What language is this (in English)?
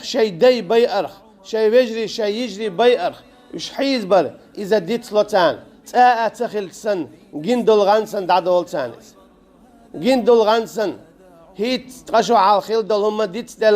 Chechen